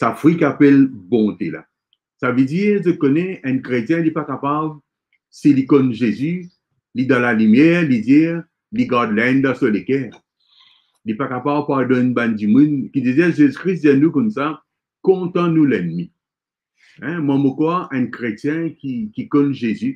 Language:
Morisyen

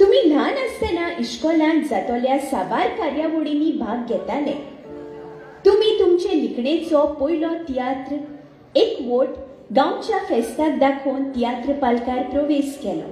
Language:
Konkani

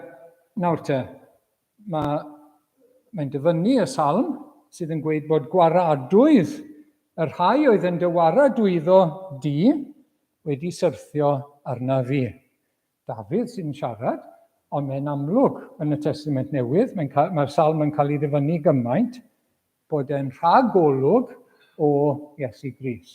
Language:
Welsh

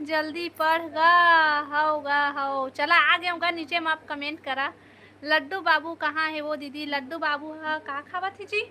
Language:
Chhattisgarhi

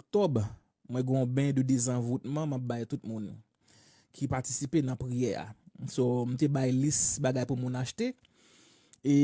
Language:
Haitian Creole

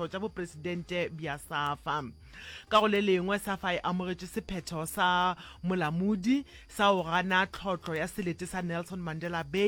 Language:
Northern Sotho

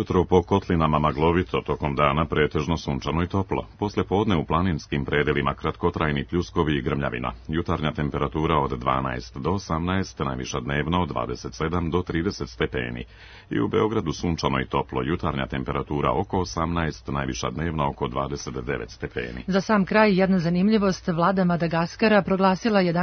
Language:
Serbian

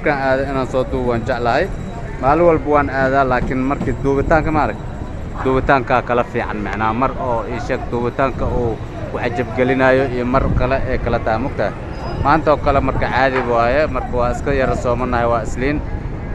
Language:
Somali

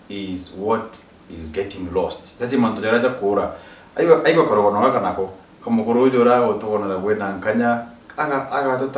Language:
Meru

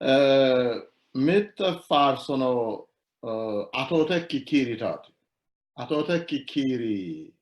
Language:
Sidamo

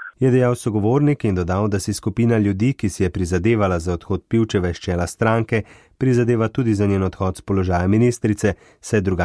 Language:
Slovenian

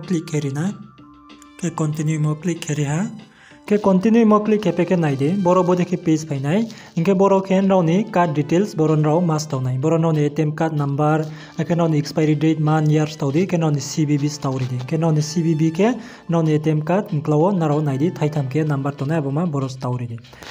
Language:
Riang (India)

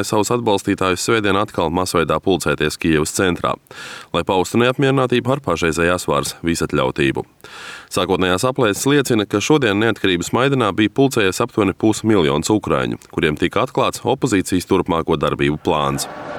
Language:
Latvian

